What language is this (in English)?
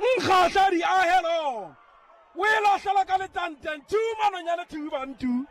Southern Sotho